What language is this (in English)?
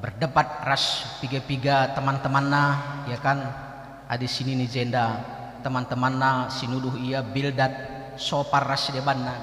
Batak Karo